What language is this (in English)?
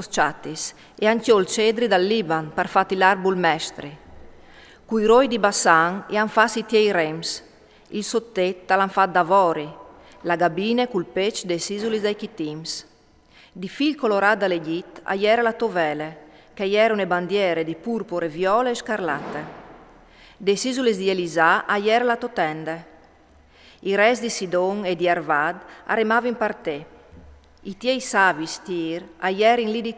Friulian